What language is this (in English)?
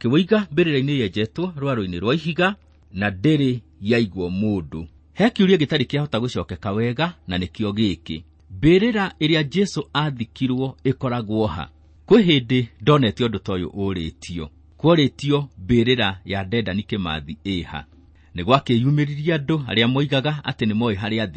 Kikuyu